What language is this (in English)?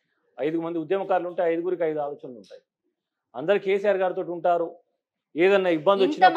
Telugu